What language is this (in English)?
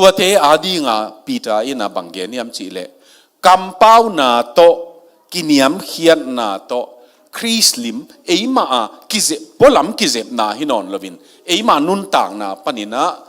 Tedim Chin